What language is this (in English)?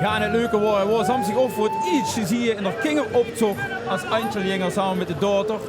Limburgish